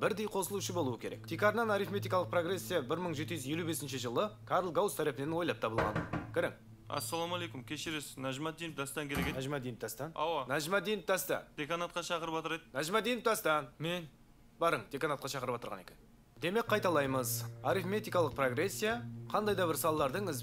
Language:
Kara-Kalpak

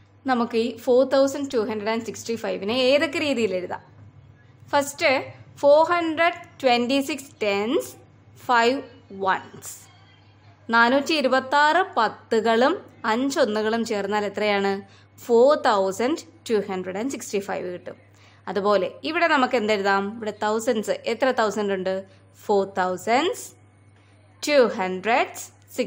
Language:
Malayalam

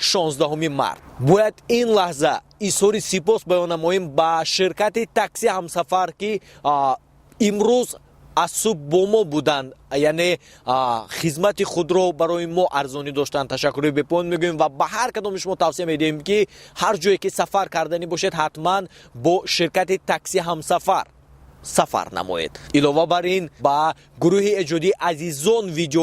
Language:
Tajik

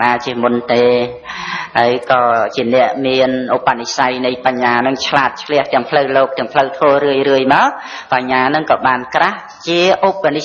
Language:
Khmer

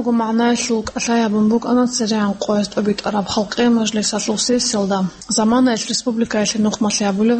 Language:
Avaric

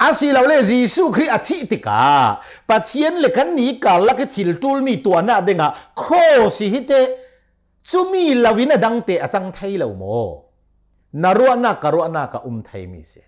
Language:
Hakha Chin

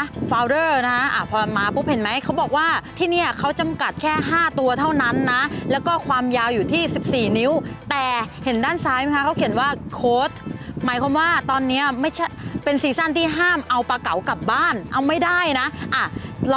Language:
Thai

